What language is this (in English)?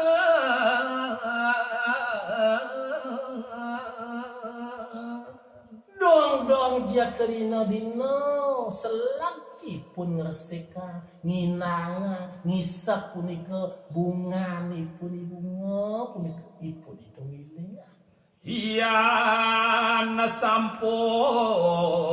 Balinese